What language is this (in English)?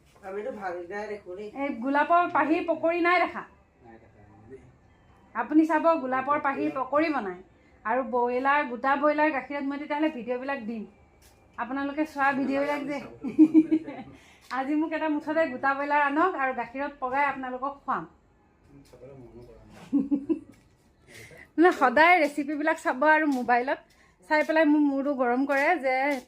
Assamese